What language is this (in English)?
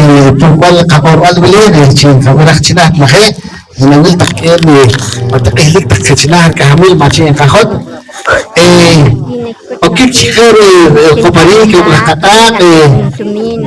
Poqomchi'